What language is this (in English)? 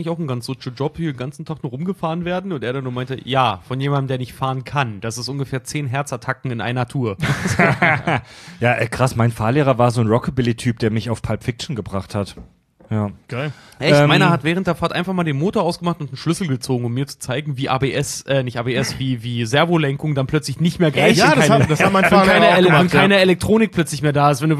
German